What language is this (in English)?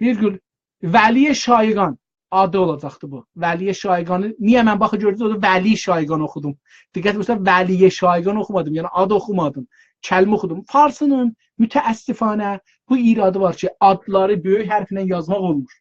South Azerbaijani